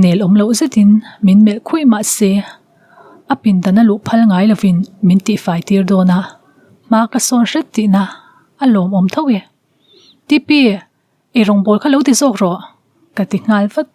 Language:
Mizo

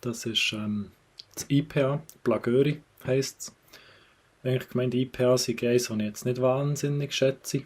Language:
Swiss German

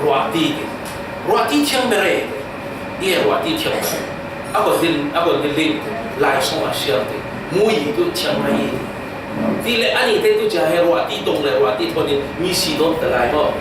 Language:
Falam Chin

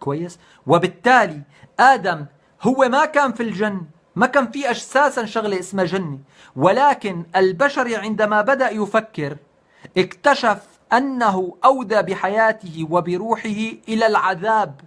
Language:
North Levantine Arabic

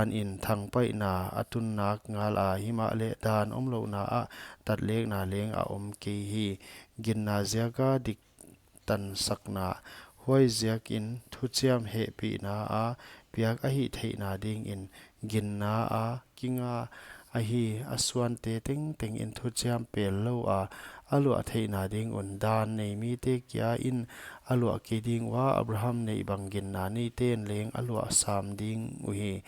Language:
Paite Chin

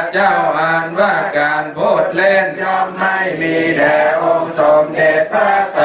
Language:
Pali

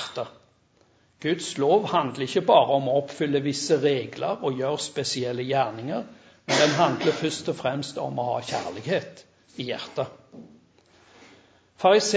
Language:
Norwegian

